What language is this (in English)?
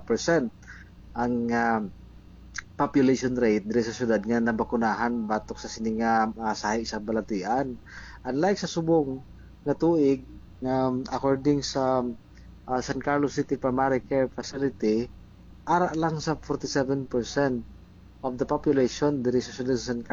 Hiligaynon